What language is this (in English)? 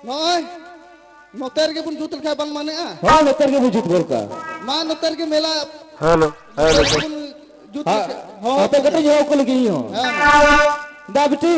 Santali